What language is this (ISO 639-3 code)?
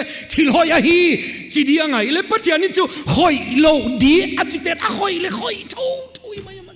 pck